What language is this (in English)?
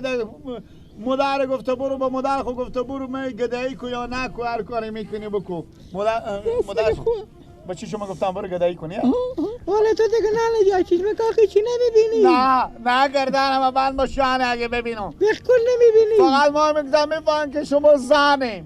Persian